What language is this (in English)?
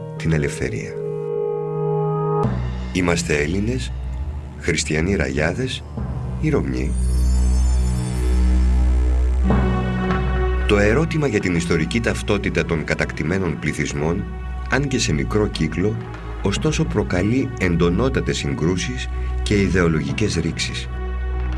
Greek